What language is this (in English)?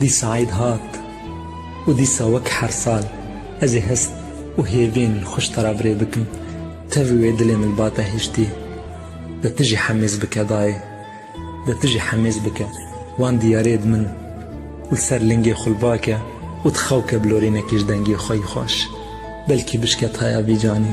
Kurdish